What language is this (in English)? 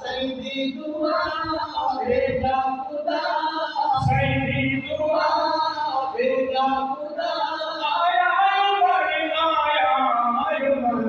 Saraiki